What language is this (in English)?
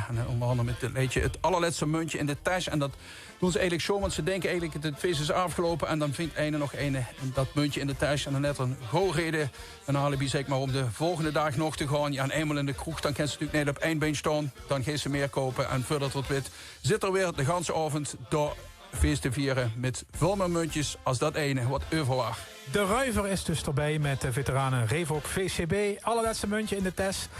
Limburgish